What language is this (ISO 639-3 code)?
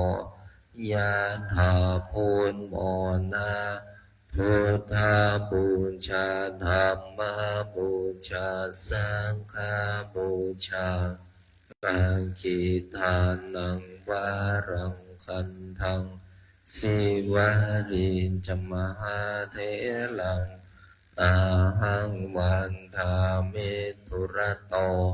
pli